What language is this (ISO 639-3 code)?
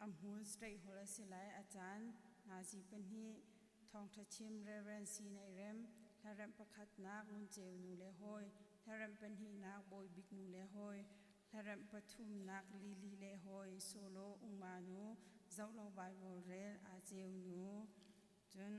cnh